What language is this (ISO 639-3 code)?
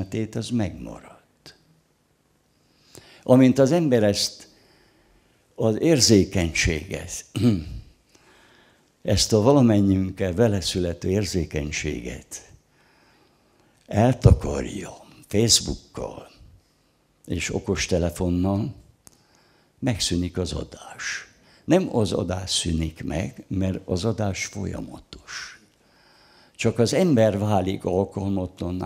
hun